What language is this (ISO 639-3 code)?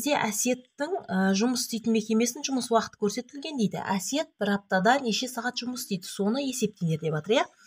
kaz